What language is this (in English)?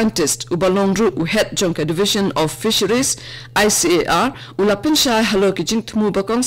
Khasi